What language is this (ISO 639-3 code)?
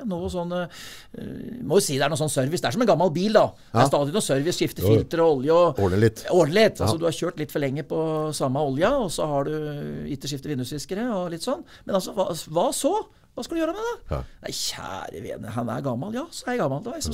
nor